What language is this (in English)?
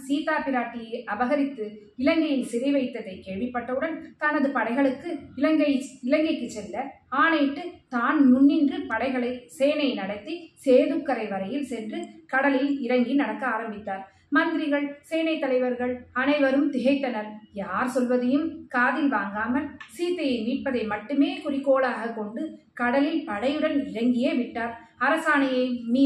Tamil